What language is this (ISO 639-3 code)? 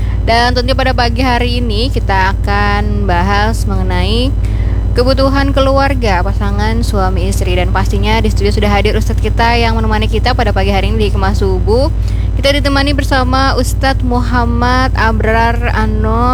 ind